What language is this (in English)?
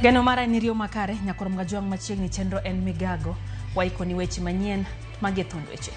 Luo (Kenya and Tanzania)